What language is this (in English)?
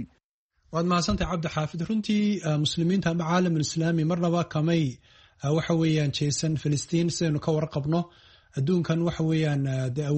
Somali